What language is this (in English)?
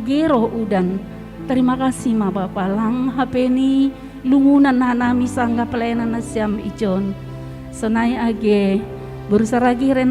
Batak Simalungun